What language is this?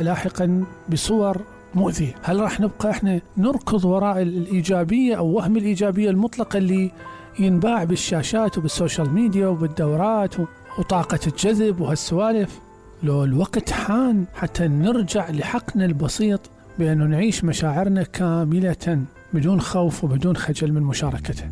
Mesopotamian Arabic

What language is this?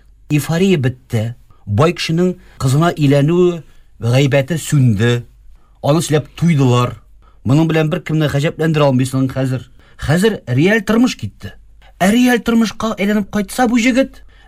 Tatar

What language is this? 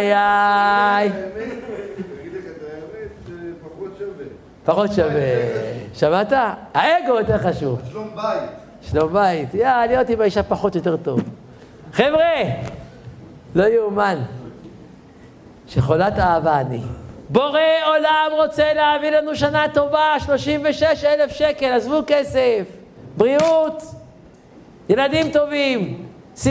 Hebrew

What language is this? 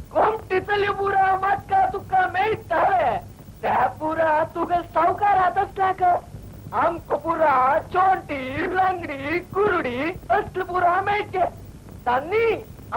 Konkani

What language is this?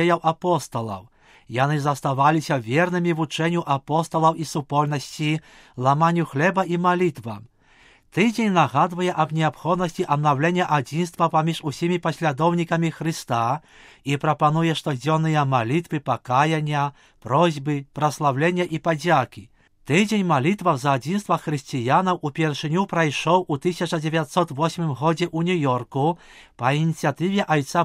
Belarusian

